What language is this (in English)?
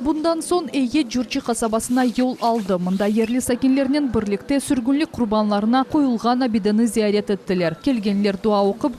Crimean Tatar